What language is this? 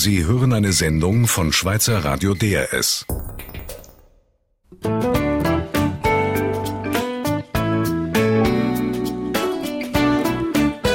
German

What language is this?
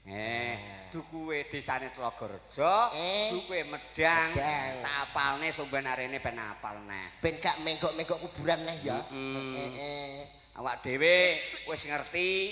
Javanese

